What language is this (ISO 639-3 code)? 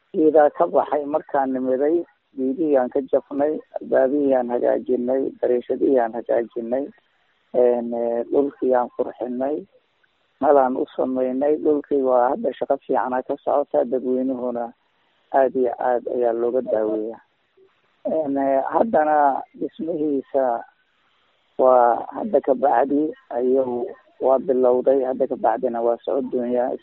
som